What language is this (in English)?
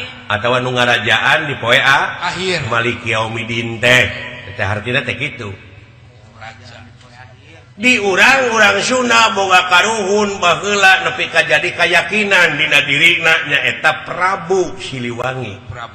Sundanese